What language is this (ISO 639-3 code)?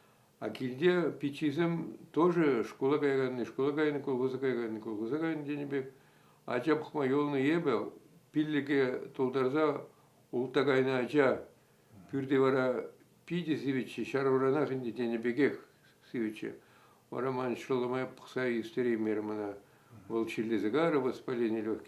chv